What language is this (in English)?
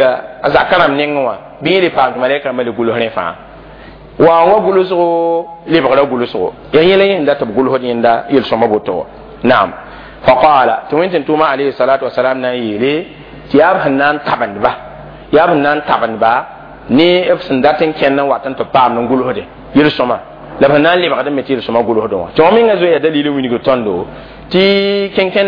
Mossi